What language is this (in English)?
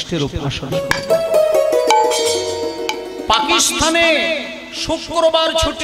Bangla